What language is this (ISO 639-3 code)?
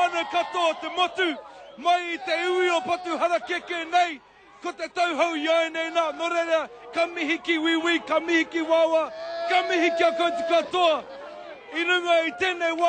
mri